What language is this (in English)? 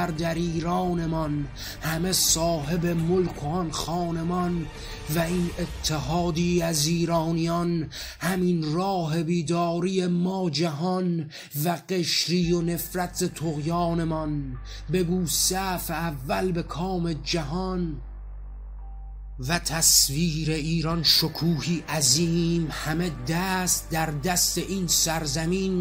Persian